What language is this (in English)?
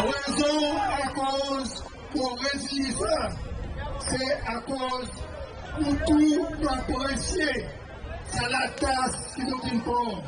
Seselwa Creole French